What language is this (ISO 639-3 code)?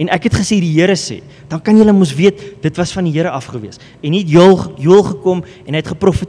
afr